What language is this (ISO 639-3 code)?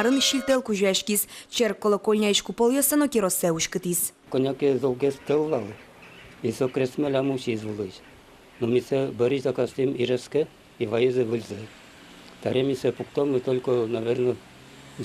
udm